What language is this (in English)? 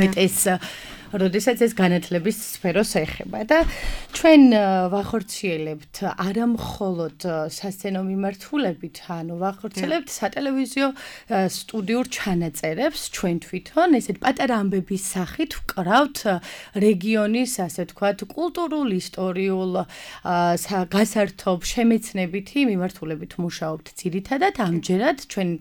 Georgian